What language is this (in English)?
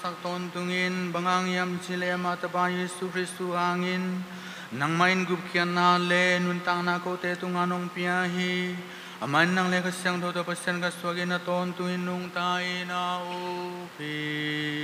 Tedim Chin